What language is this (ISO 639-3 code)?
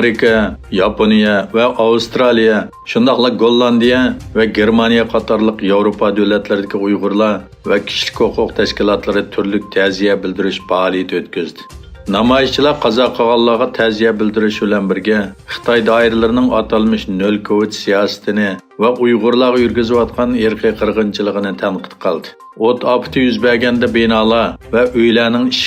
uig